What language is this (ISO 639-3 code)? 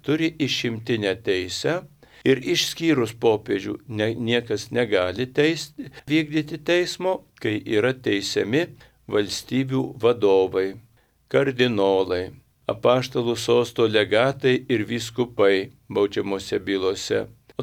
lit